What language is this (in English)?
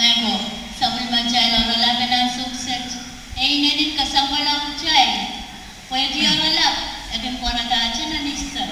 Pohnpeian